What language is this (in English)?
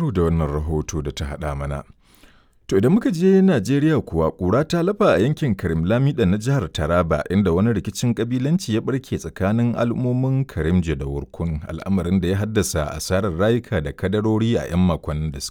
Hausa